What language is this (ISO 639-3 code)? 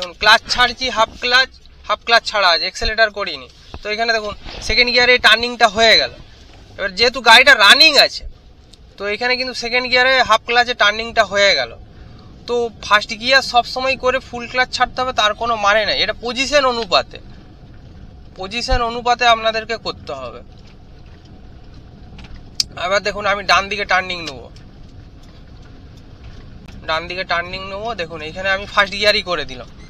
ben